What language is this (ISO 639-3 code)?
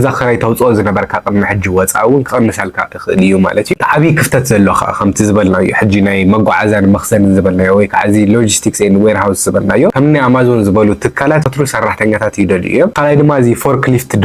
tir